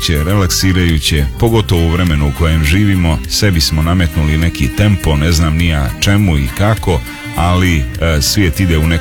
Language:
Croatian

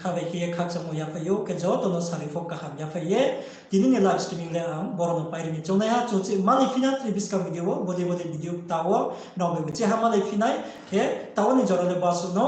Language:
Riang (India)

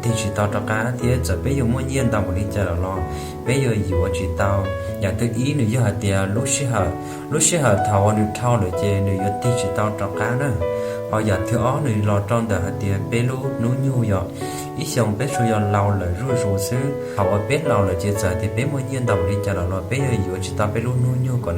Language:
Hmong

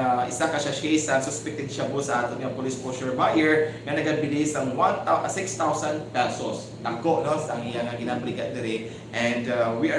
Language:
Hiligaynon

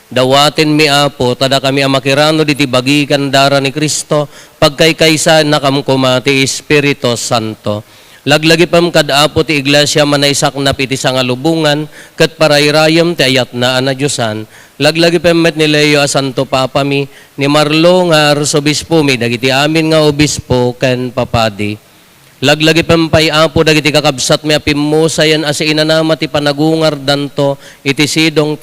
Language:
Iloko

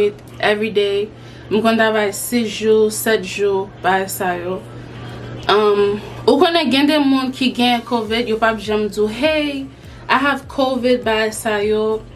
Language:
Haitian Creole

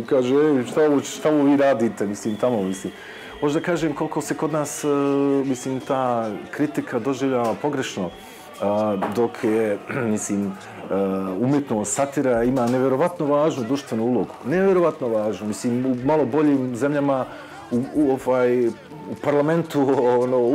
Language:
Bosnian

